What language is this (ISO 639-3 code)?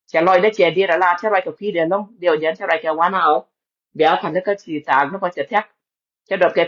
nus